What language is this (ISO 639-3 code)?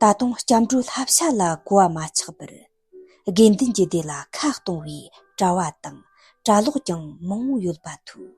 bod